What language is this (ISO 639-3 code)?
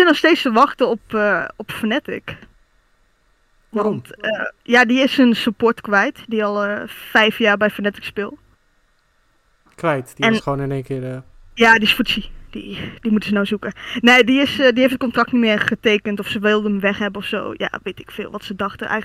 nld